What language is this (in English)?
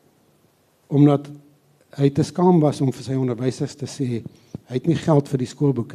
Afrikaans